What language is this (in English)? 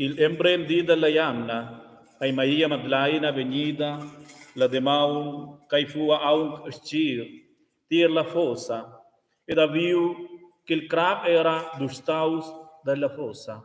Romansh